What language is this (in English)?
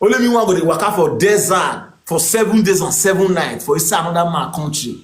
Nigerian Pidgin